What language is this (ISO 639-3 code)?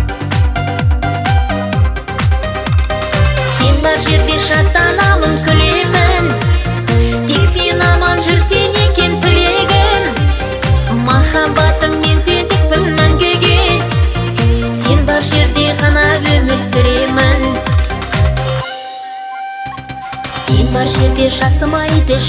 kaz